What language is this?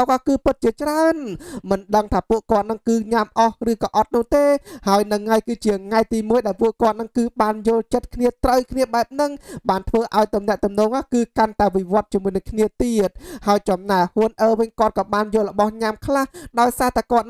Khmer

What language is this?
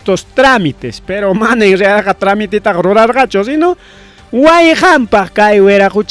Ayacucho Quechua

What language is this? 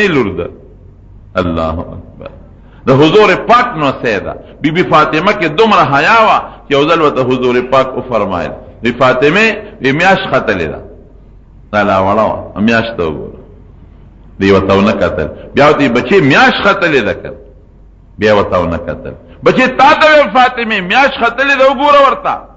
Pashto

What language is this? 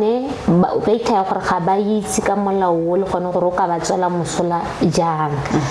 Tswana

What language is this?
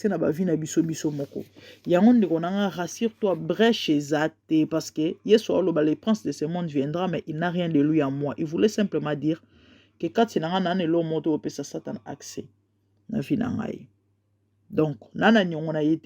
Lingala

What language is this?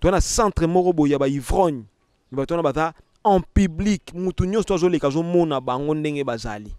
Lingala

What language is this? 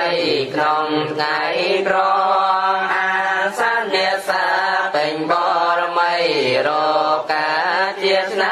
Khmer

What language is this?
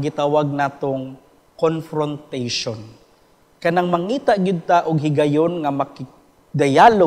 Cebuano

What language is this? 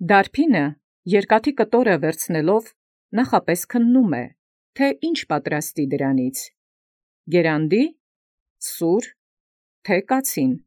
Armenian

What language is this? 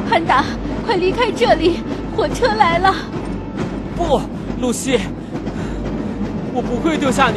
Chinese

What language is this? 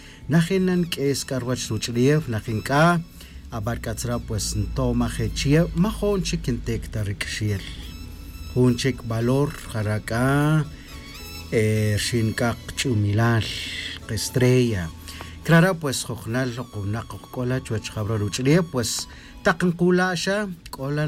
Tz'utujil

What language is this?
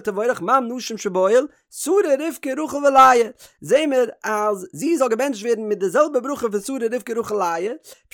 Yiddish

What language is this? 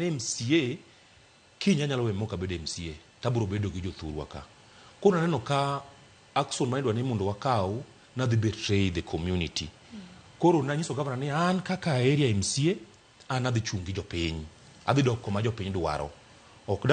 Luo (Kenya and Tanzania)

